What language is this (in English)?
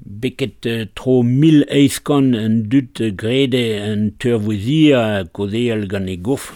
Breton